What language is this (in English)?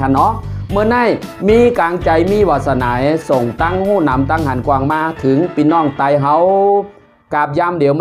Shan